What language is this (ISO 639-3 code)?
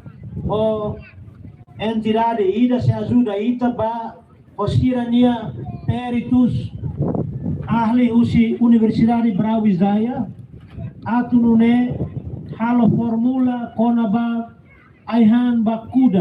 tet